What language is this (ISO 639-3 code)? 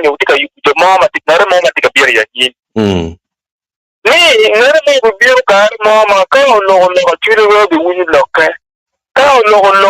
ach